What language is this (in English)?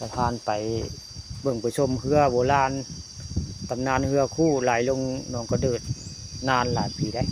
Northeastern Thai